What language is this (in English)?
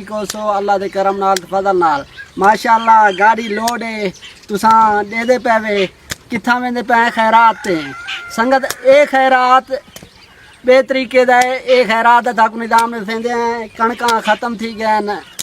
Saraiki